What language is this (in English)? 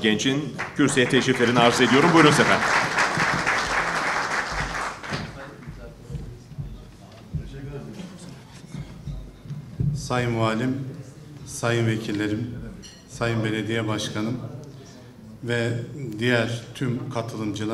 Turkish